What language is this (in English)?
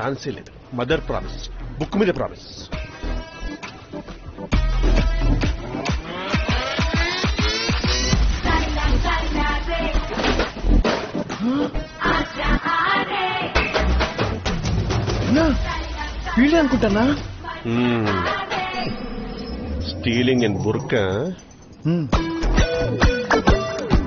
Telugu